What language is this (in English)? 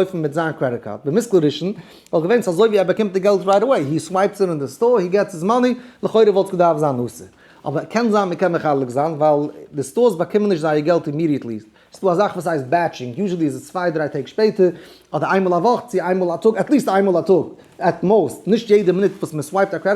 Yiddish